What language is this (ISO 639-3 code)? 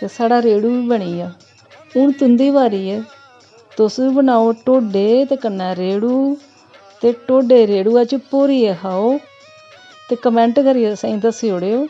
doi